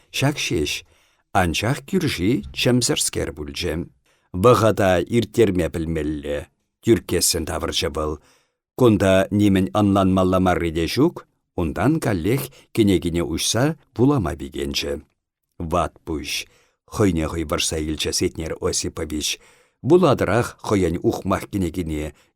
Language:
Chuvash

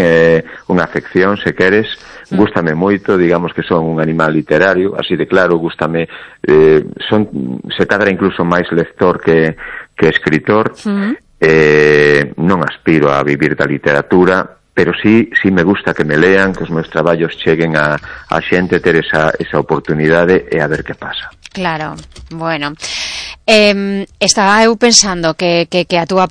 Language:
Galician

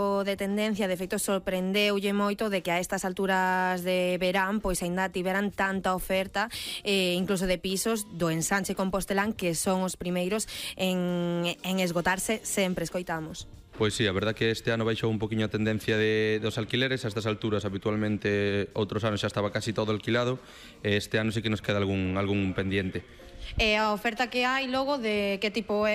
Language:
Galician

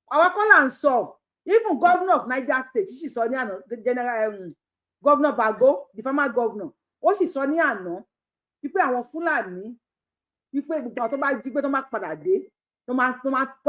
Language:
Yoruba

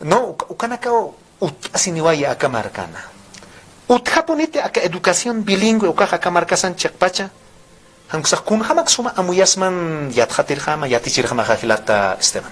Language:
Aymara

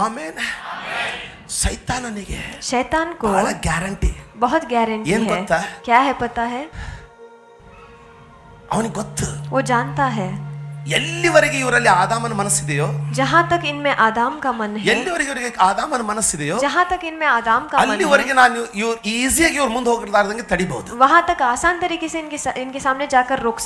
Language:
Kannada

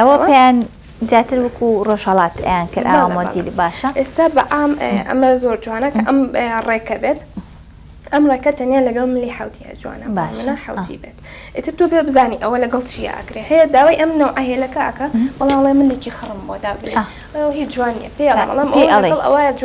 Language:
Central Kurdish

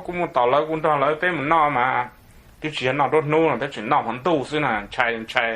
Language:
Hmong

